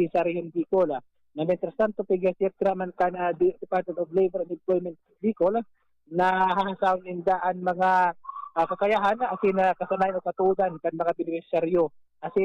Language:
Bikol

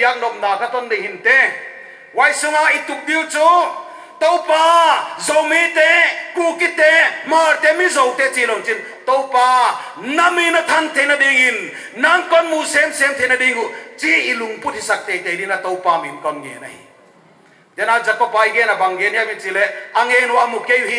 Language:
Paite Chin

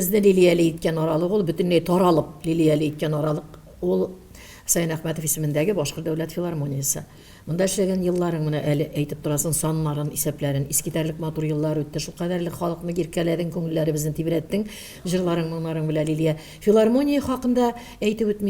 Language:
Tatar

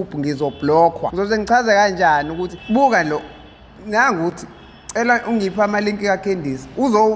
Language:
Zulu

